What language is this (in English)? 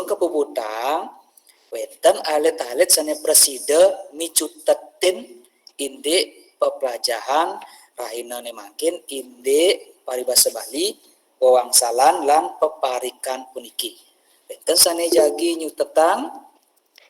Balinese